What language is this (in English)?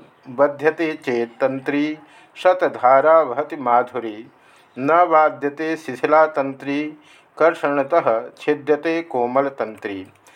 Sanskrit